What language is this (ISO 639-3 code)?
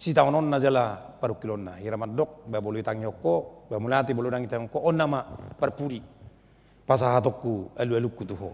bbc